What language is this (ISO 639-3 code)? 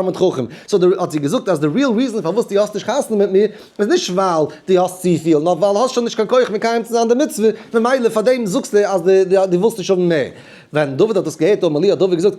yid